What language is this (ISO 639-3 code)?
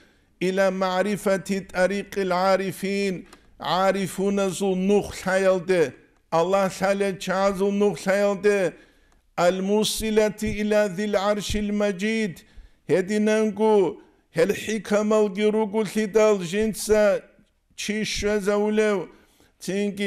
ava